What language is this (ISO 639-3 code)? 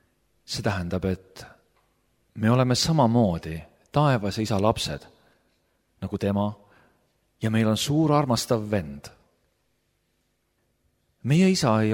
est